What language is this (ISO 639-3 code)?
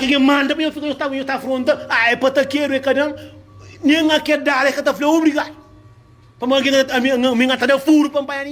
kea